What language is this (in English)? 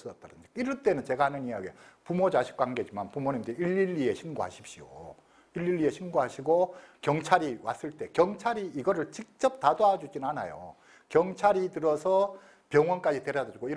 Korean